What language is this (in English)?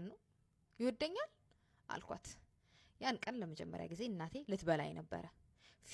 Amharic